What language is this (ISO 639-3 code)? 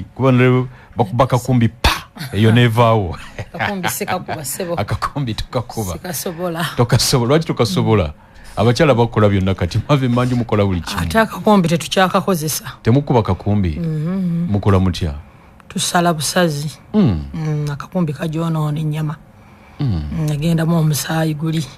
lug